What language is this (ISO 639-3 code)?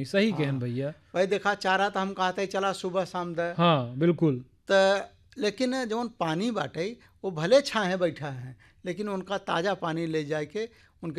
hin